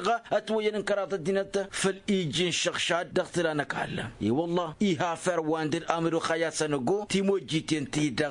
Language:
Tamasheq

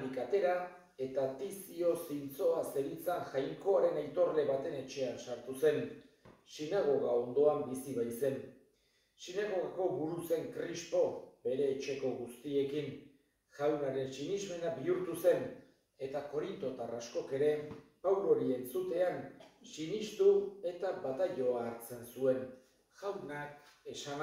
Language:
Basque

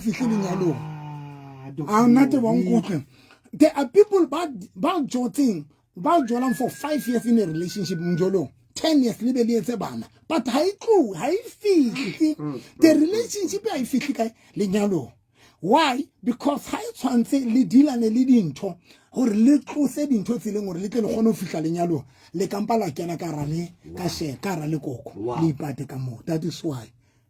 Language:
Southern Sotho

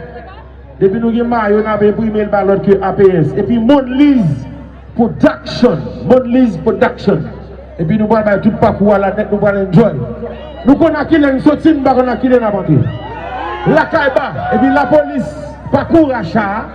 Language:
Haitian Creole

